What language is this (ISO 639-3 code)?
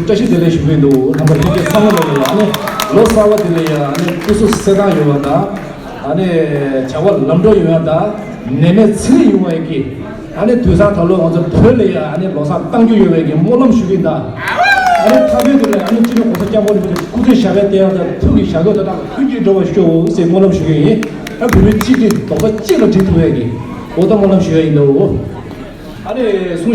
bod